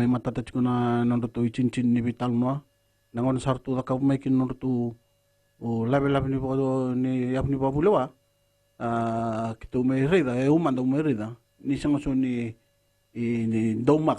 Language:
Fijian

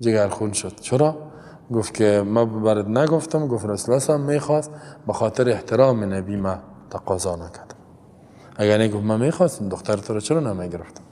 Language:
Persian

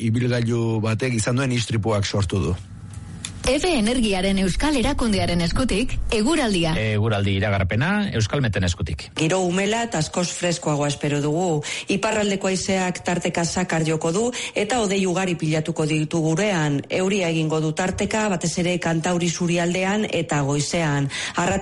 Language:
Basque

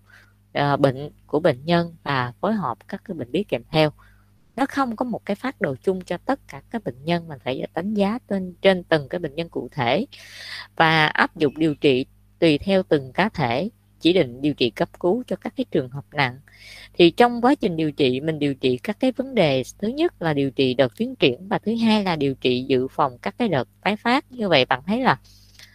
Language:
Vietnamese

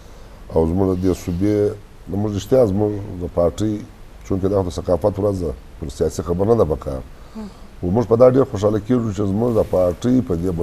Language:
Eastern Balochi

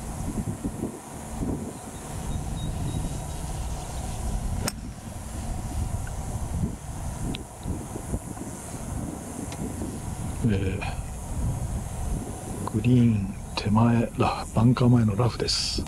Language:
Japanese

